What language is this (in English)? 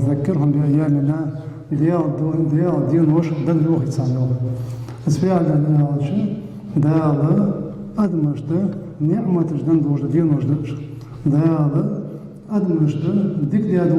Ingush